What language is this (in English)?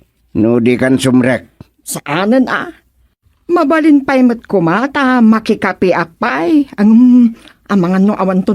Iloko